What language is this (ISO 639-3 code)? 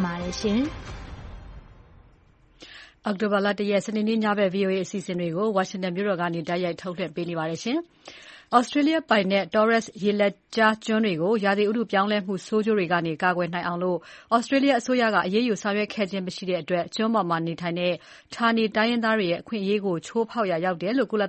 mya